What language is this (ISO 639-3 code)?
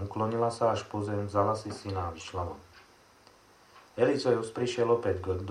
slk